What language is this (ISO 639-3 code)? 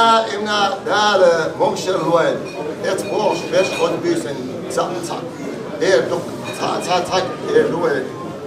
che